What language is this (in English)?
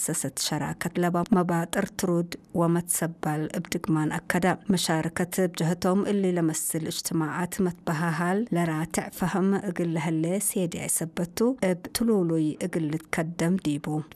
Tigre